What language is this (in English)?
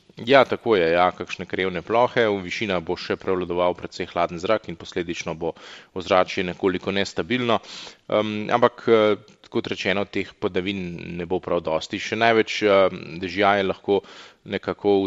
Slovenian